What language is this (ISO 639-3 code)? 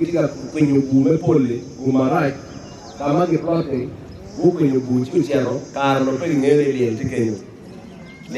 ach